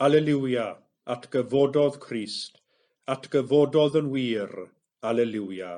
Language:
Welsh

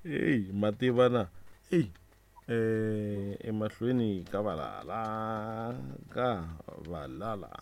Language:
Tsonga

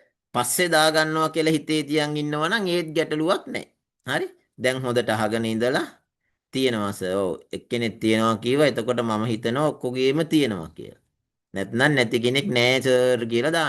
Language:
Sinhala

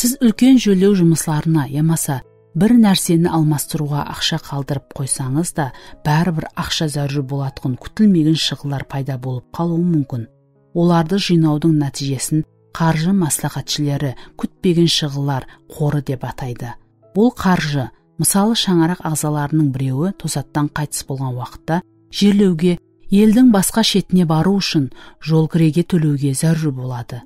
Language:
Kara-Kalpak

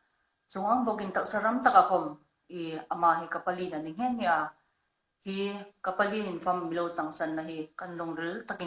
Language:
Hmar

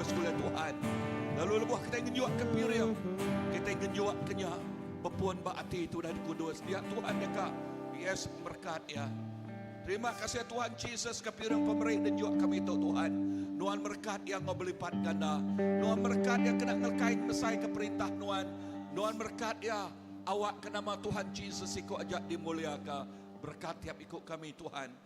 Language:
Iban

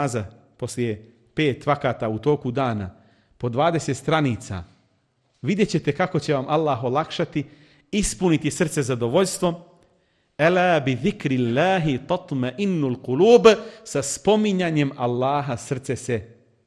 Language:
Bosnian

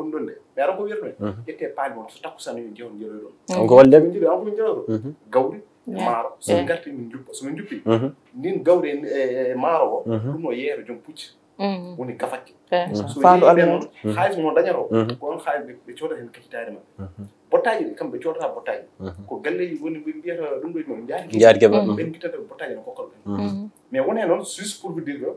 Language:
Fula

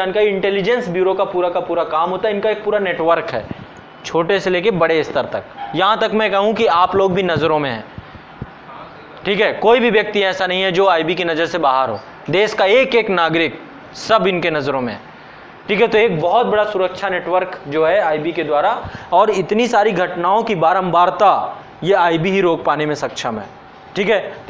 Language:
Hindi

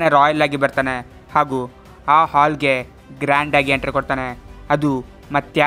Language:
Kannada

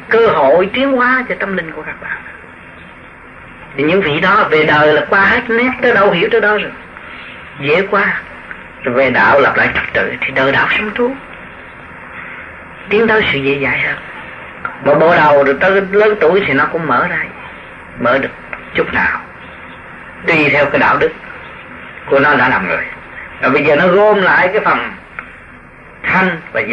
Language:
Vietnamese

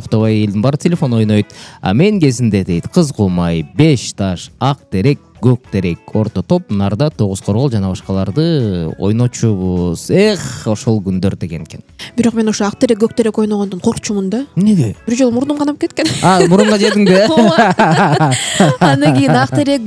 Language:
Kyrgyz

